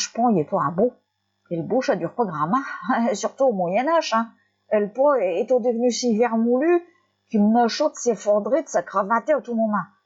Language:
Picard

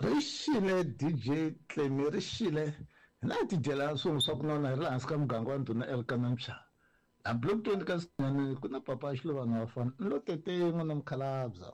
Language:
Tsonga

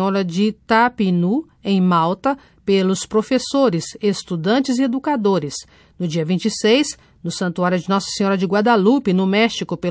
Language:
Portuguese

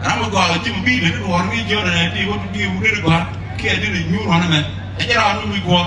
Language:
Nuer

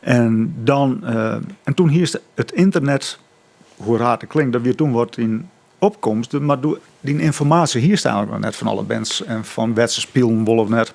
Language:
Western Frisian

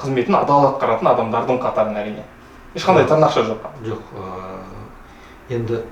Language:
Kazakh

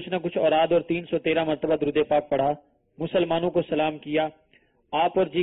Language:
Urdu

